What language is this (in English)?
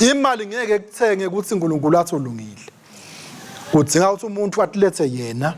Swati